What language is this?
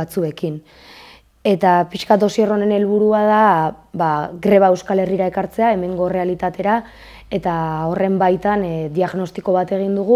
Basque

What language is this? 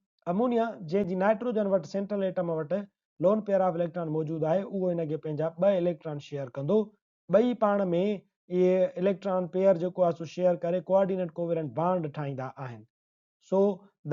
Sindhi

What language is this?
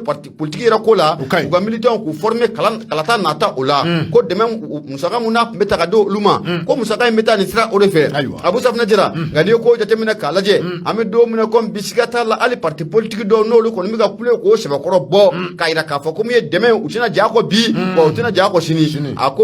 Bambara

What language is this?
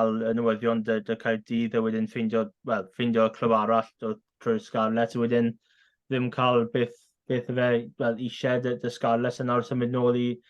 Welsh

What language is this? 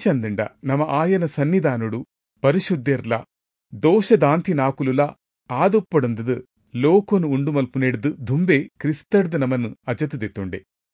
Tulu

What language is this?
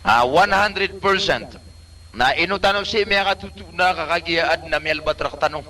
Maranao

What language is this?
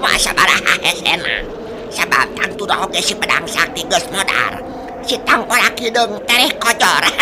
Sundanese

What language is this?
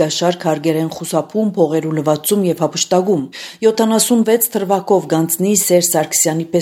Armenian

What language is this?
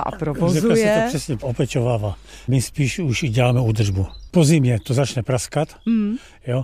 Czech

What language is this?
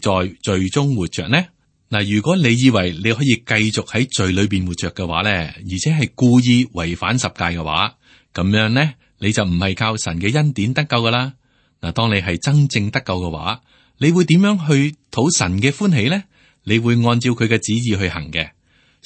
Cantonese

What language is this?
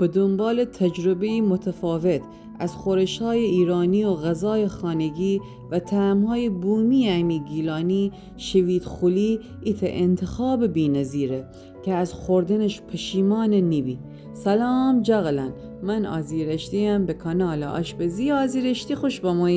Gilaki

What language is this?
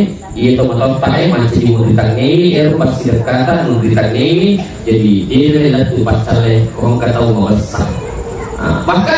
Buginese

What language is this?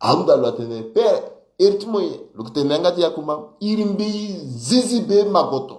Sango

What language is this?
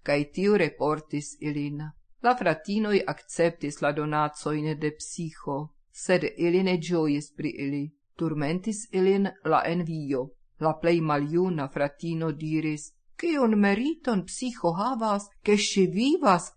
Esperanto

